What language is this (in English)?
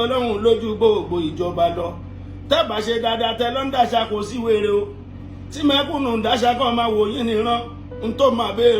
Yoruba